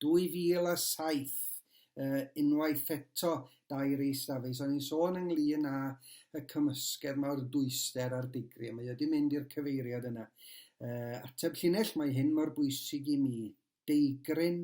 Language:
Welsh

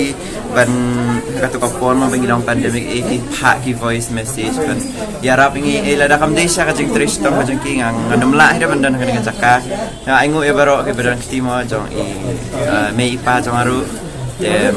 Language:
Khasi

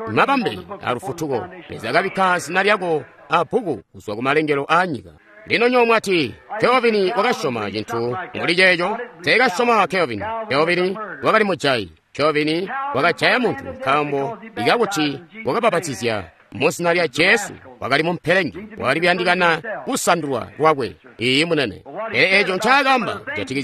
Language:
Tonga (Zambia)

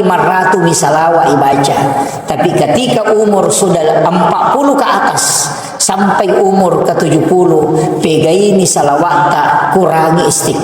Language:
Buginese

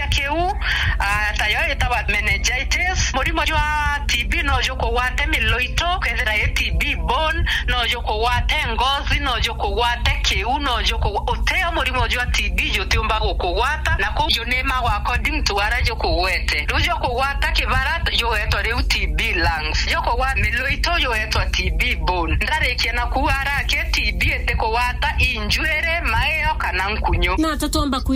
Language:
Meru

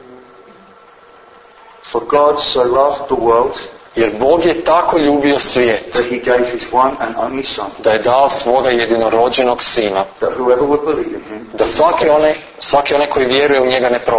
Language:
Croatian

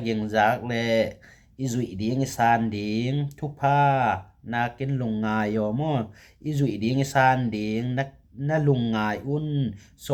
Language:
Tedim Chin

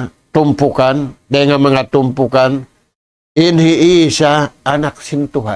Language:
Tausug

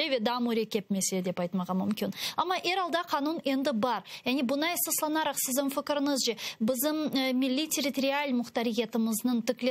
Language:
Crimean Tatar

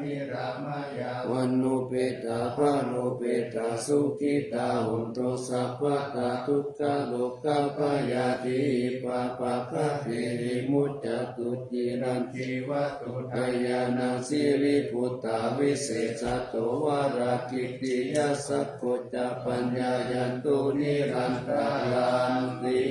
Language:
Pali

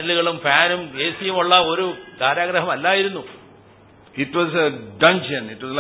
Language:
Malayalam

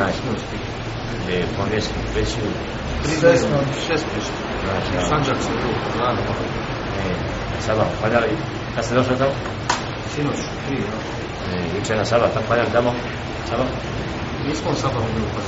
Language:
Bosnian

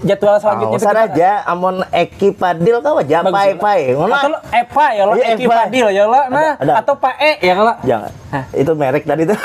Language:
Banjar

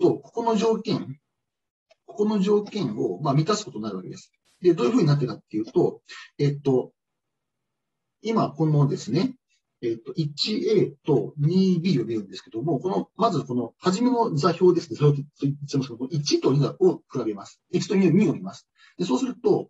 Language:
Japanese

